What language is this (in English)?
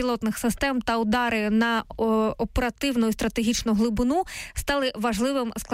Ukrainian